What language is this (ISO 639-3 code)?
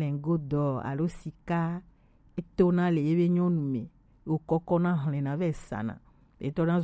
gej